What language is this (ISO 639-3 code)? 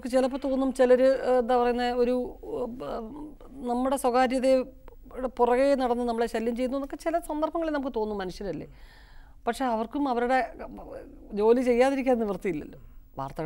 mal